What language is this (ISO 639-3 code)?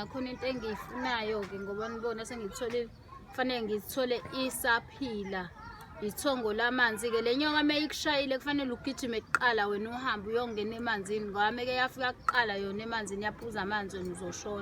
zul